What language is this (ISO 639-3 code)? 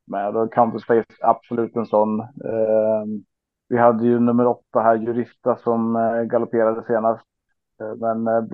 swe